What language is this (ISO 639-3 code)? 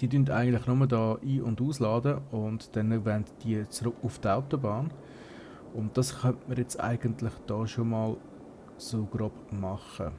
gsw